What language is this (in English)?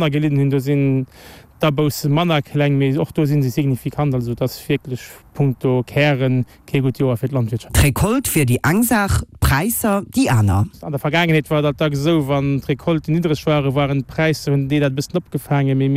Luxembourgish